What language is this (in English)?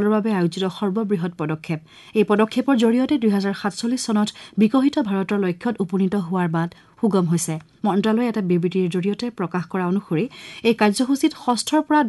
Assamese